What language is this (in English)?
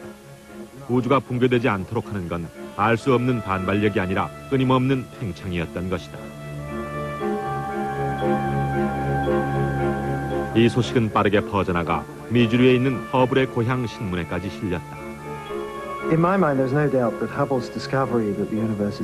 Korean